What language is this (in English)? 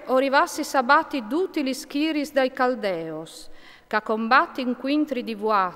Friulian